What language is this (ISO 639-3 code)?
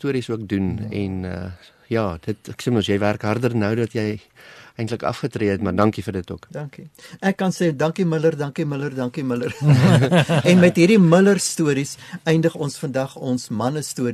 afr